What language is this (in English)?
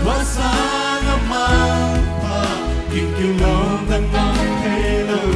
Paite Chin